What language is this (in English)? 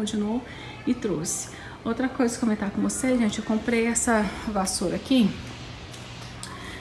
Portuguese